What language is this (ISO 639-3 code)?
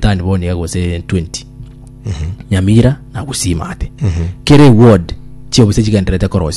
guz